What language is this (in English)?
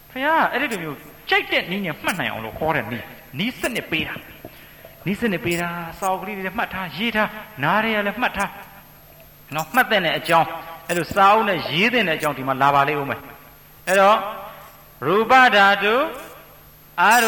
Burmese